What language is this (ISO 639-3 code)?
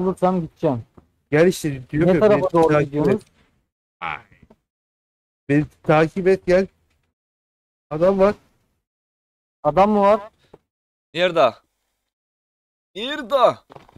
tur